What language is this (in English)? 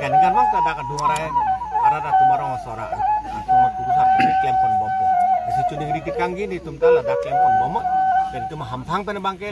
Karbi